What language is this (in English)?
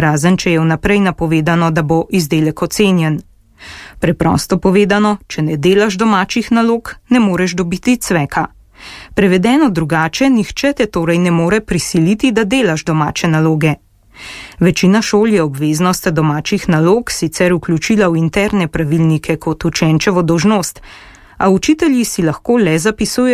Slovenian